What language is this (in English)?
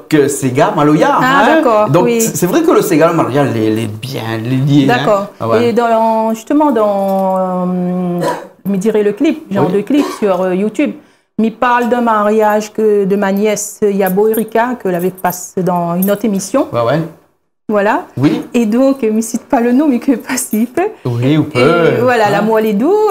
Réunion Creole French